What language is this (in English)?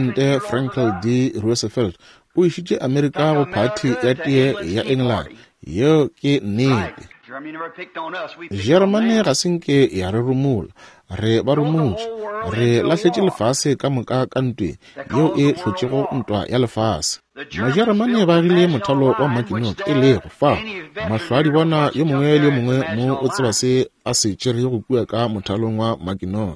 Northern Sotho